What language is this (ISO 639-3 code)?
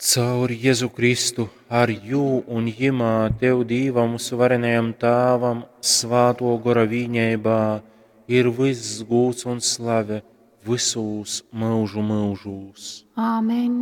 ltg